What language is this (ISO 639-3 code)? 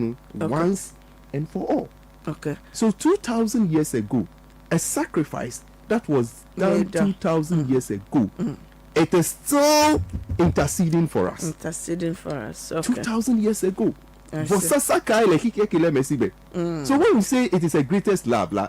ewe